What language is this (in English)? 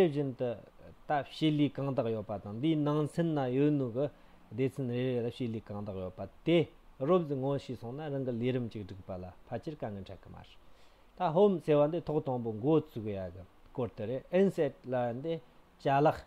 Tibetan